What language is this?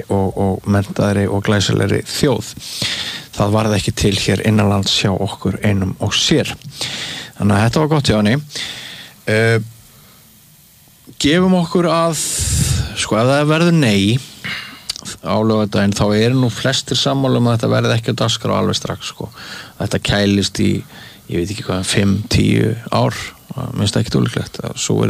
Icelandic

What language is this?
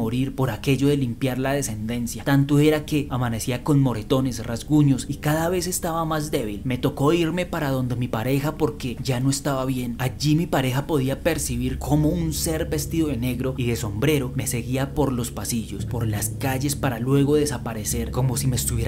Spanish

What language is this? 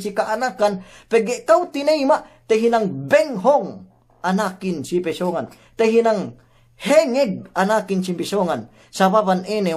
Yakan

